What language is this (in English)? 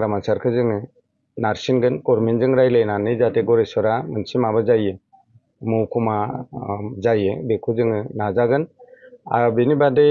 Bodo